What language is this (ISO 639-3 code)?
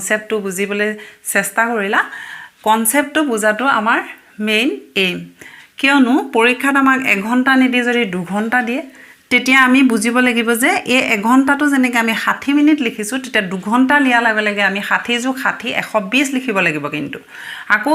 asm